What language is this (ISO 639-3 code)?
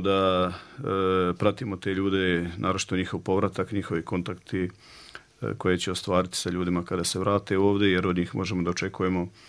bos